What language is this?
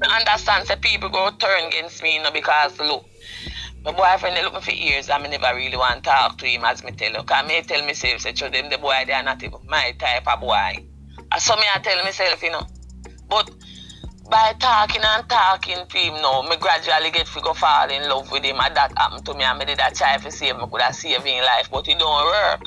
Jamaican Creole English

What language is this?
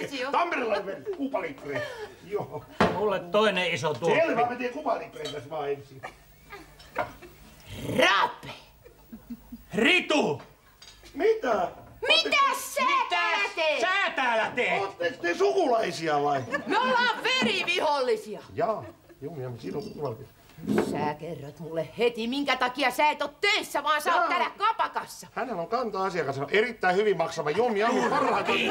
Finnish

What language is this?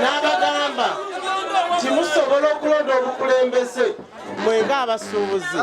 Ganda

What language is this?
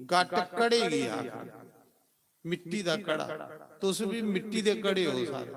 Dogri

